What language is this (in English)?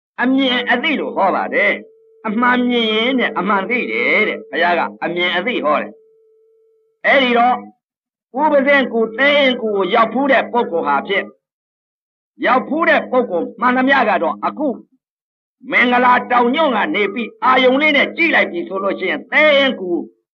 Burmese